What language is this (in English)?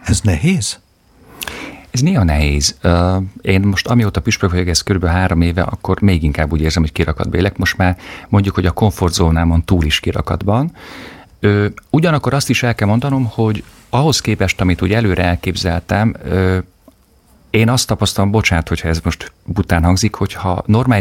Hungarian